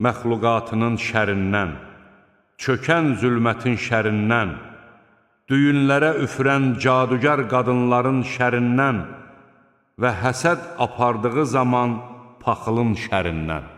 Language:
Azerbaijani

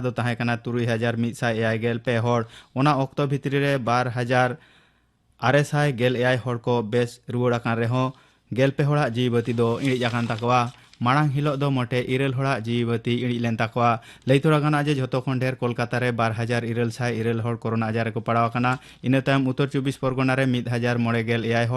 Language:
Santali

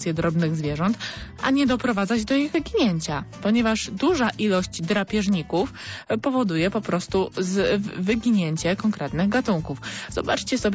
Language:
Polish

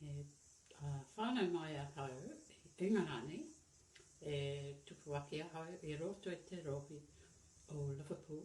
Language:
Māori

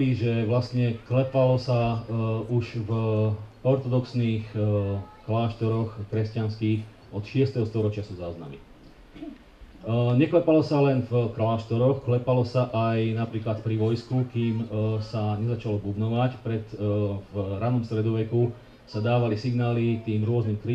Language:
Slovak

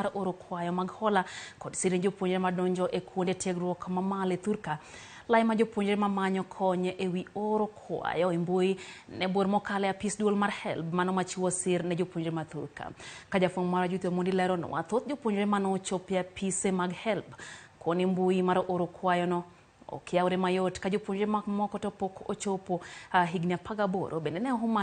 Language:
Luo (Kenya and Tanzania)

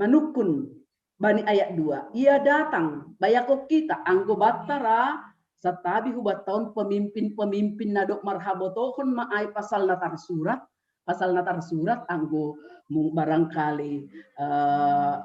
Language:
Batak Simalungun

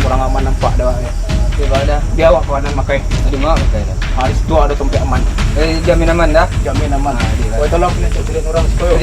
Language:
Minangkabau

